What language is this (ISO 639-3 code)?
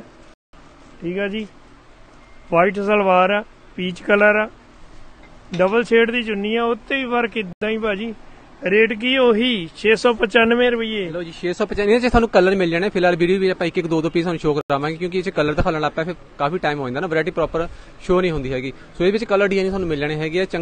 pan